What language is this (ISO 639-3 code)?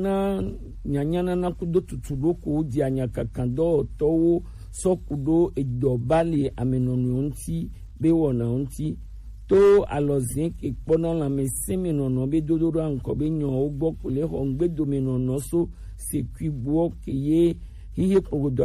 gej